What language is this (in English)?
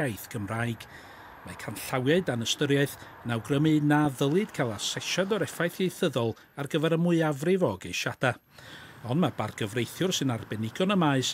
Welsh